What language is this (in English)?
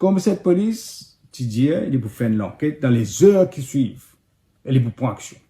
Morisyen